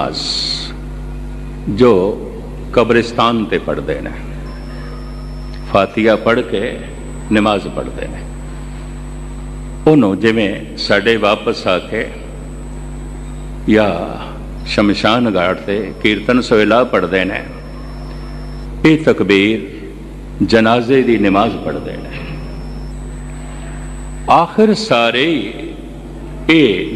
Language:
Punjabi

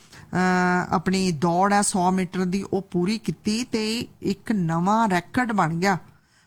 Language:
Punjabi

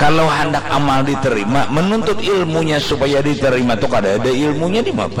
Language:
Banjar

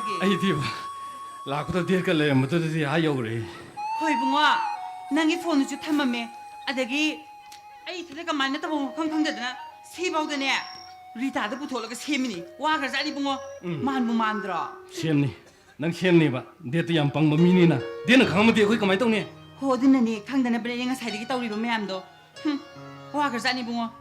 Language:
Manipuri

